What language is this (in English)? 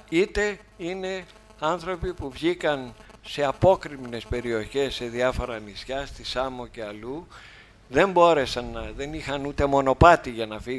Greek